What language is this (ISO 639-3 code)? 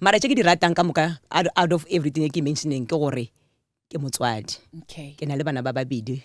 nso